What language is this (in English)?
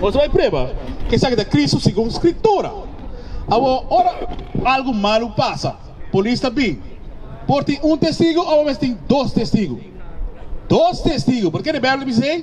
Papiamento